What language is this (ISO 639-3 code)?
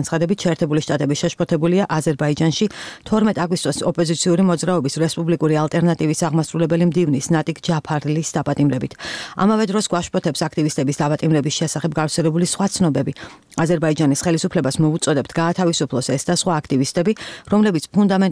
kat